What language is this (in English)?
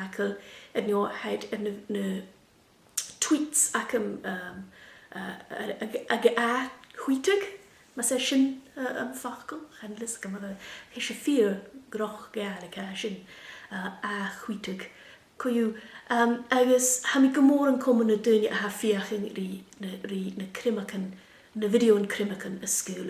Scottish Gaelic